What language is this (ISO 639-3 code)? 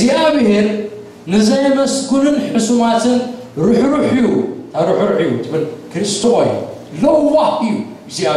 tir